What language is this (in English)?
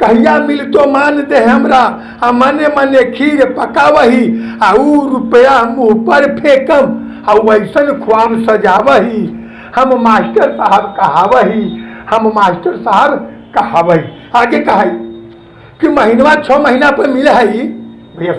Magahi